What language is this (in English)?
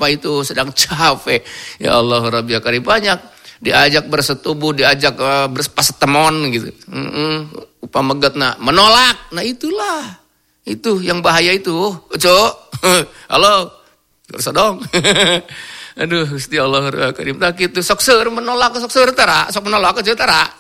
Indonesian